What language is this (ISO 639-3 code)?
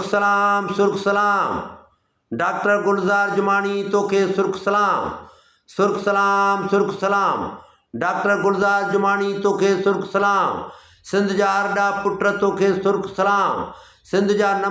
snd